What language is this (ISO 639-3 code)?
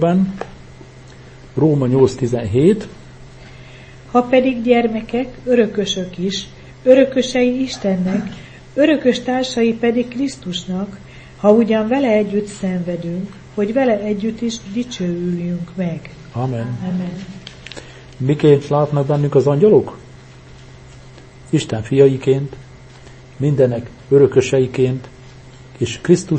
hun